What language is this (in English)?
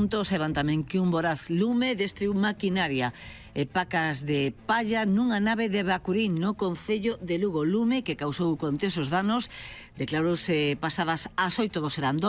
Galician